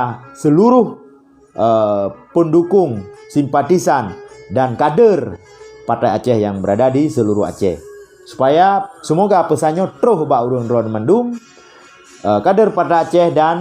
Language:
Achinese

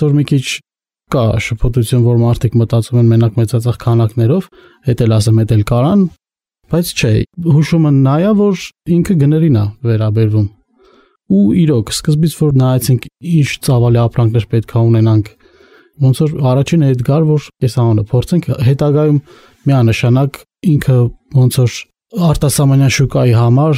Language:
Armenian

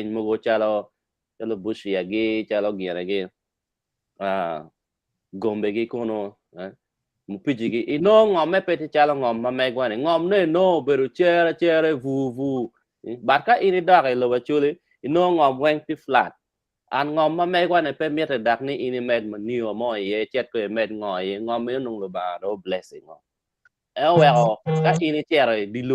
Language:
Acoli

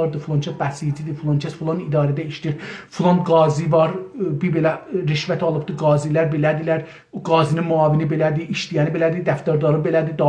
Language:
South Azerbaijani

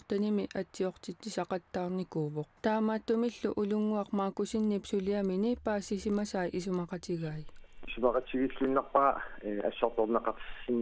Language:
Kalaallisut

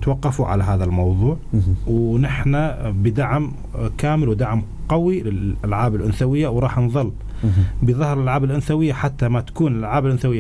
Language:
North Levantine Arabic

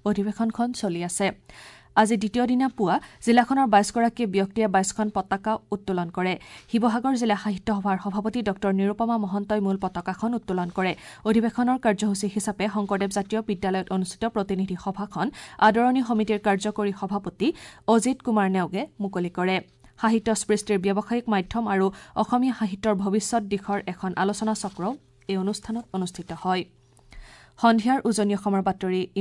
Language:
Assamese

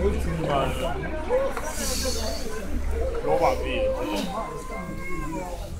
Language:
Basque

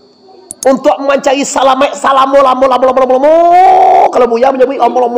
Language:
Minangkabau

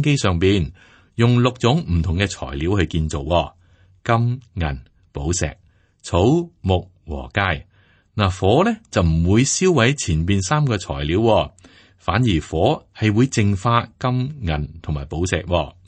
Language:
Cantonese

